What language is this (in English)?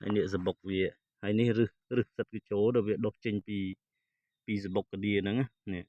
Khmer